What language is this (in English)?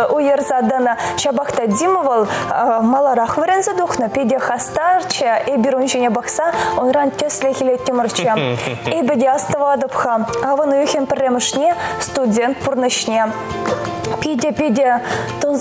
Chuvash